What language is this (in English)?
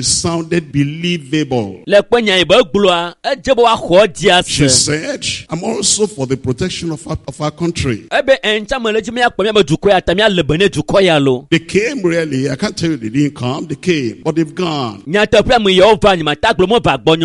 Ewe